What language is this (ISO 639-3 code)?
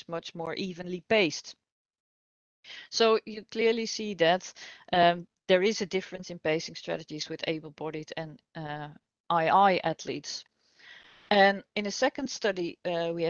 eng